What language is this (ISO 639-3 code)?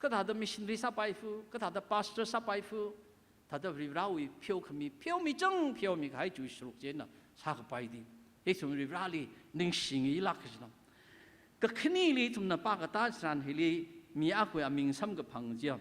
nmf